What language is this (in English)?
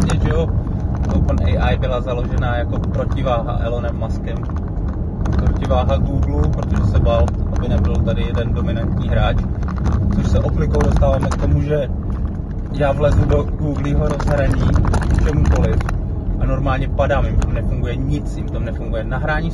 Czech